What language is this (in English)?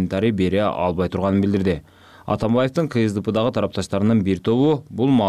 Kyrgyz